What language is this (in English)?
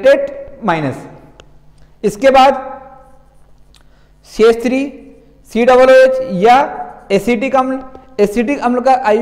Hindi